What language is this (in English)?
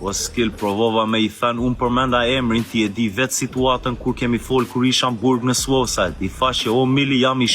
Albanian